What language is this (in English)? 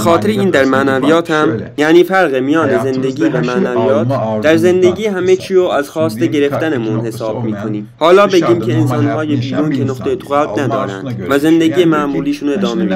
Persian